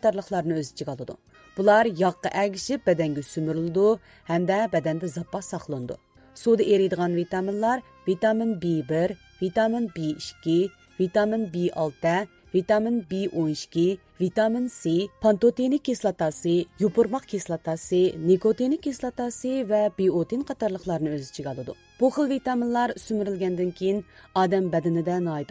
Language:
Uyghur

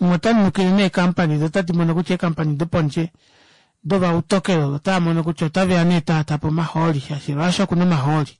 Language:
Kuanyama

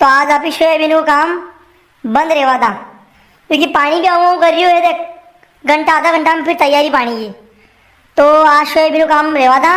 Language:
Rajasthani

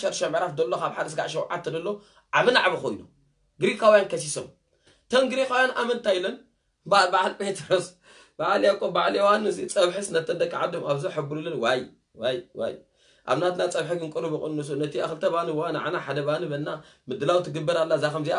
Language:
Tigrinya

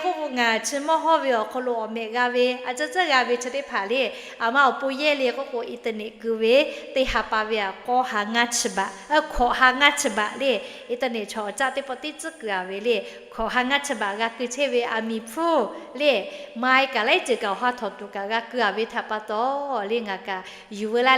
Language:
Lahu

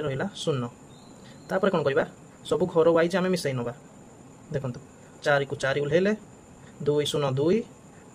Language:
Odia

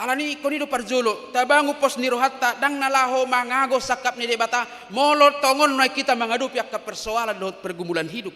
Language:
Batak Toba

